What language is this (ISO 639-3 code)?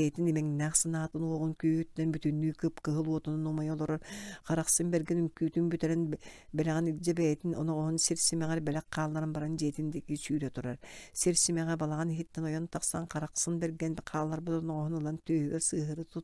sah